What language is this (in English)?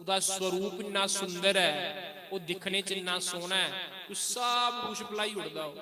Dogri